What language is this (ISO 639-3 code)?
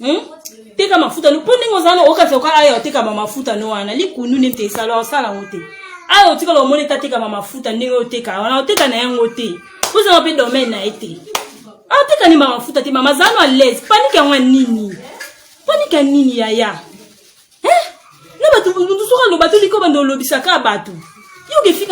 lin